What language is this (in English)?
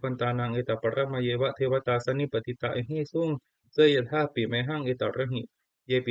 Pali